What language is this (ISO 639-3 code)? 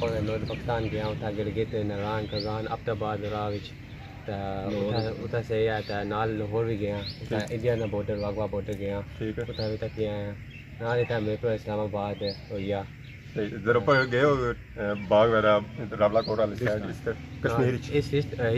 phr